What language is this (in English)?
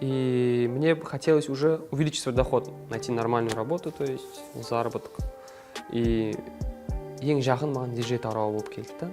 Kara-Kalpak